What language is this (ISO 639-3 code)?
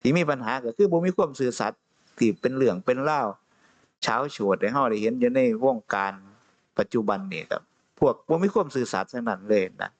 tts